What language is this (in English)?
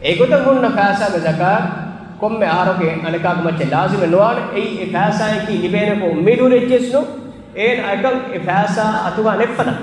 Divehi